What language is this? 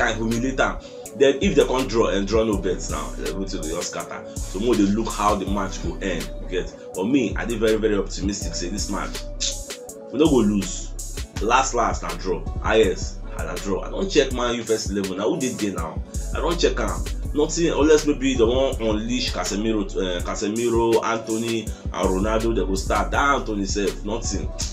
Nigerian Pidgin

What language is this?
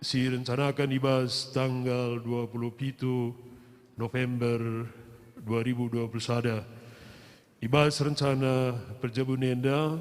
Batak Karo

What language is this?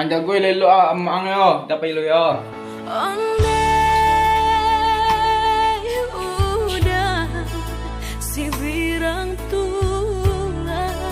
Minangkabau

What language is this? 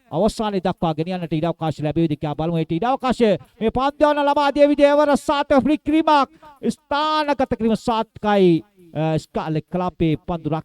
Sinhala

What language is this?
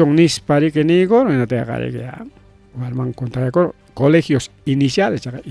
Ayacucho Quechua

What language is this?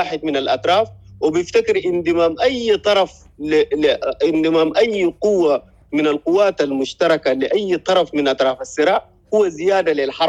Sudanese Arabic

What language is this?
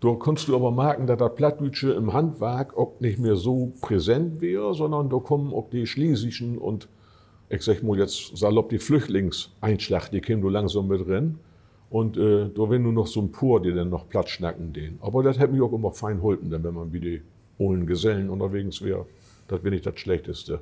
Low German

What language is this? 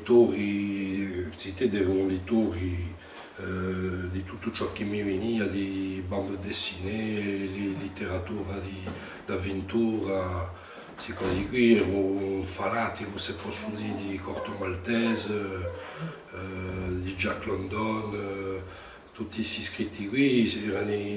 Corsican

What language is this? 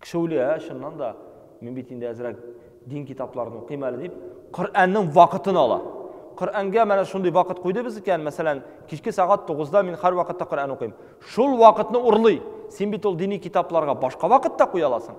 Tatar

